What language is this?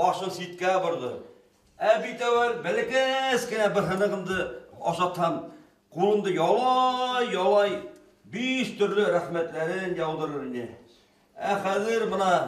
Bashkir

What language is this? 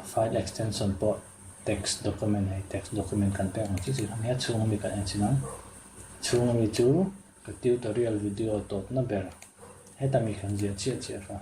Mizo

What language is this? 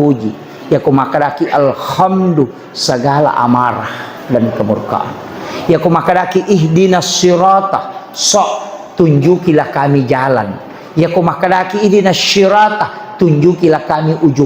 Buginese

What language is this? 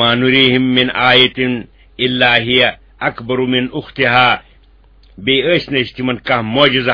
Kashmiri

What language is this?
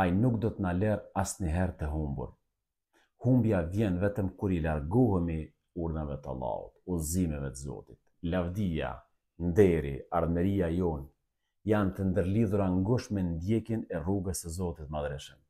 Albanian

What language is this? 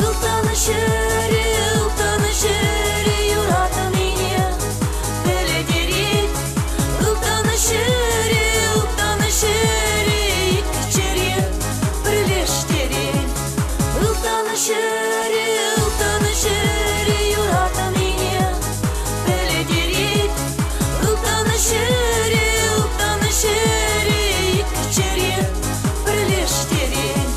Chuvash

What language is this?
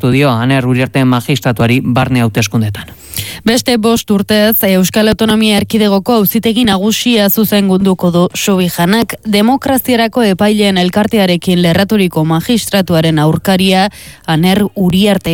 Basque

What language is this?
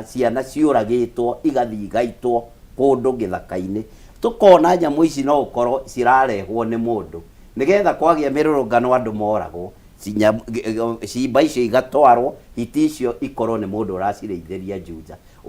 Kikuyu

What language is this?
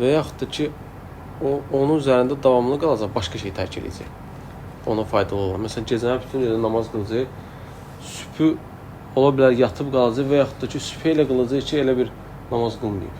Azerbaijani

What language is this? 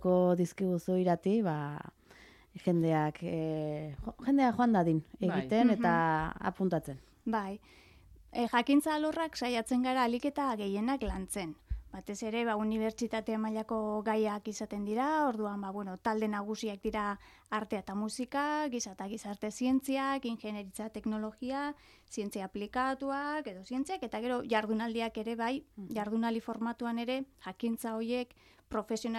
Basque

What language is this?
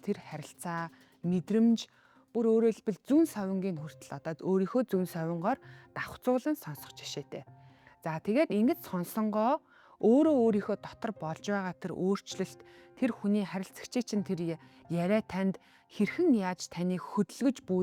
Mongolian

